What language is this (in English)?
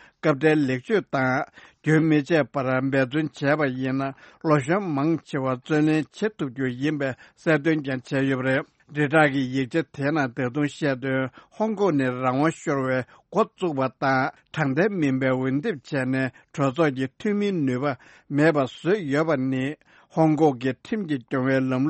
Tibetan